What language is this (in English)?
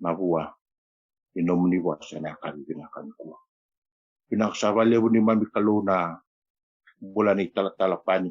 Fijian